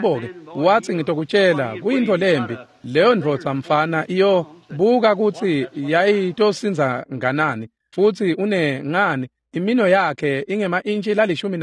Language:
Swati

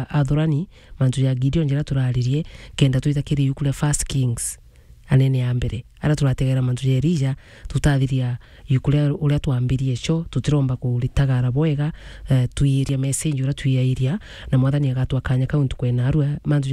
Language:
Meru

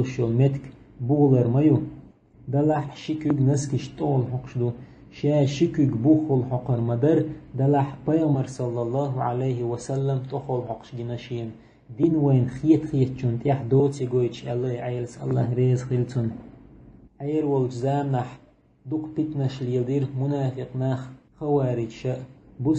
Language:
Chechen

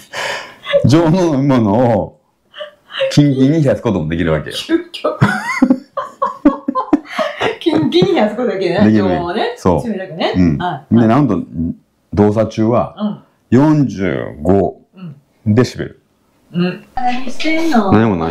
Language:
Japanese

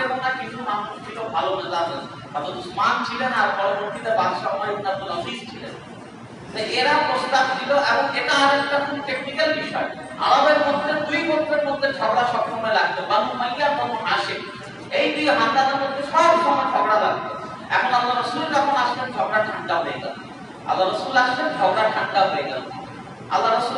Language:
Bangla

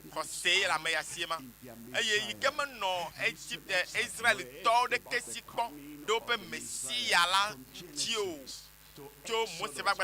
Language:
Ewe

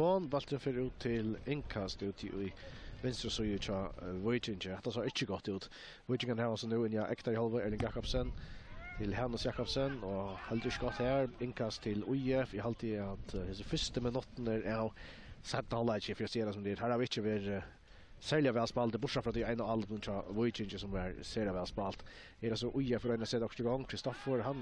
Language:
Faroese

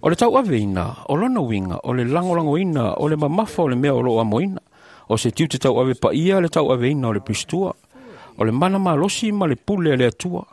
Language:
Samoan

